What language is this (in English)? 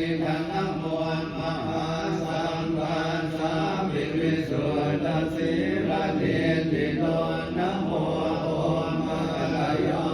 Pali